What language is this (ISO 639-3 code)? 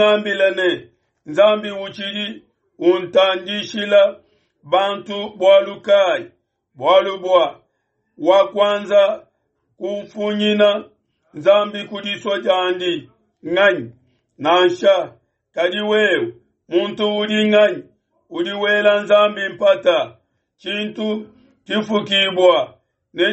lua